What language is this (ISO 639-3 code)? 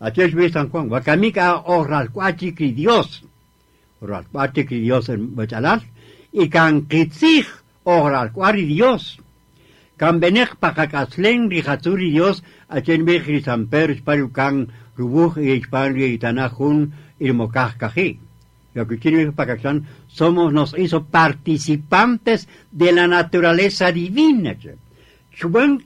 cak